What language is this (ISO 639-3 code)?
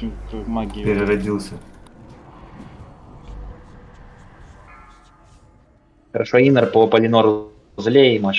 rus